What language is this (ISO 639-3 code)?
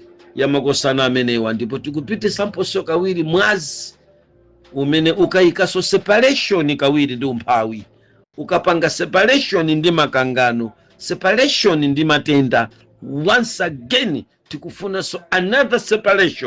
nya